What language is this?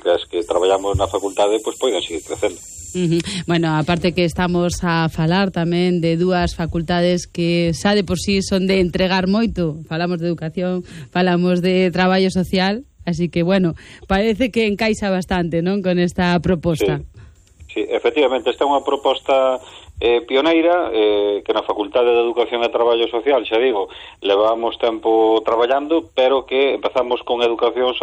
Galician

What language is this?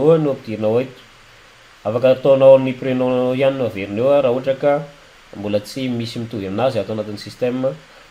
Malagasy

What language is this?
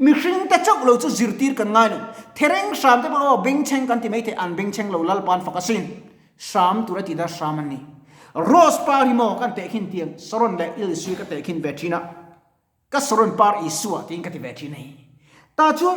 Mizo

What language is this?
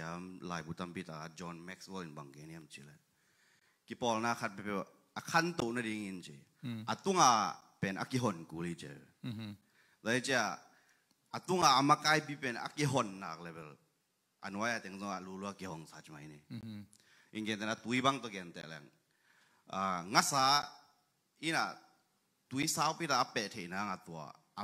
Tedim Chin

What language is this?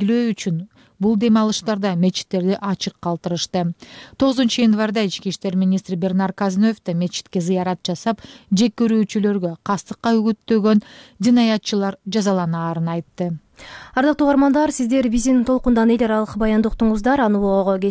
Kyrgyz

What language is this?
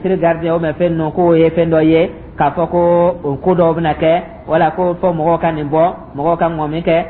Dyula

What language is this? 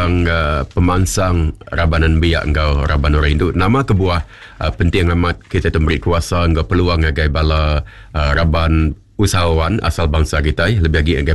Iban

